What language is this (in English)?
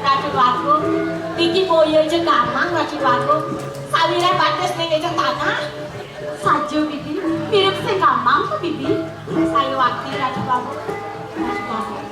Balinese